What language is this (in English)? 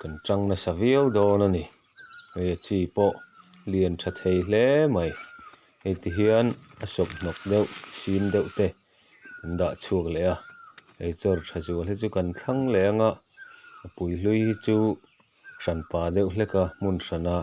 Mizo